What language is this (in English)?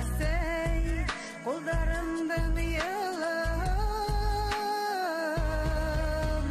Bashkir